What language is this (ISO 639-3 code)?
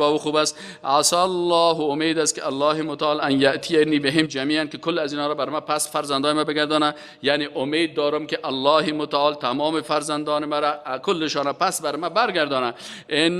fas